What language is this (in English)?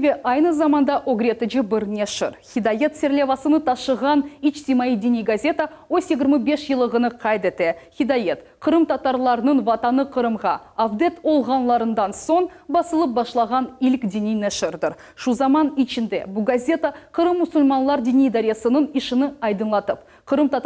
Crimean Tatar